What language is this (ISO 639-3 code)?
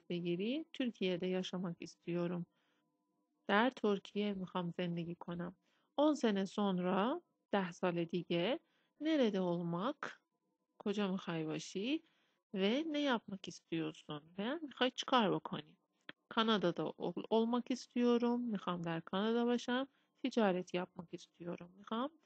fas